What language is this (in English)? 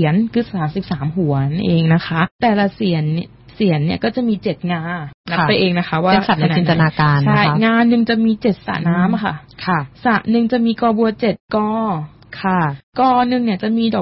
Thai